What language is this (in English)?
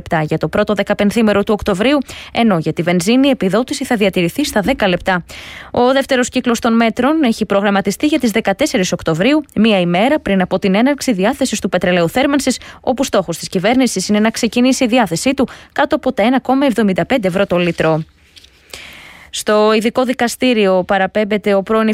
Greek